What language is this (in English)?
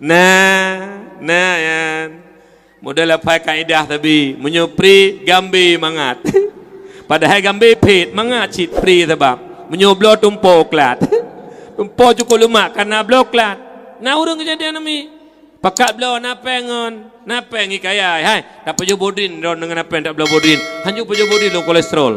Achinese